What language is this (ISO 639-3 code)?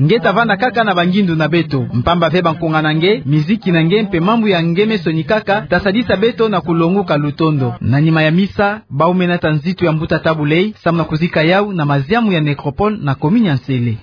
ktu